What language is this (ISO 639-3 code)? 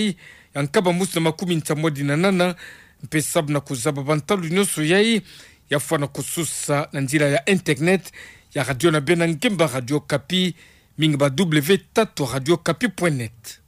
ktu